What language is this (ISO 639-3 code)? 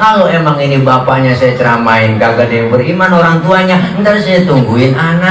bew